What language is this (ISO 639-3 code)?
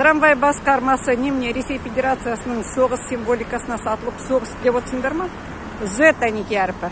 kaz